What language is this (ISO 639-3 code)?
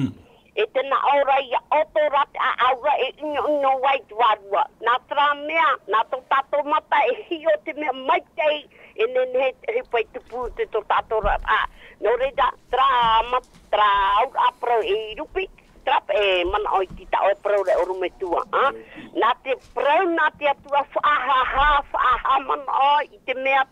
tah